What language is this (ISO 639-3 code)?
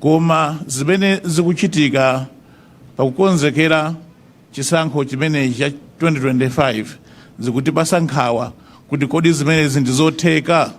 nya